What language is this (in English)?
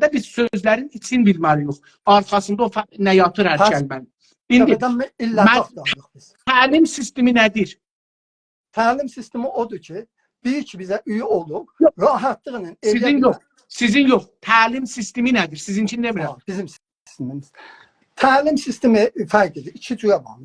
South Azerbaijani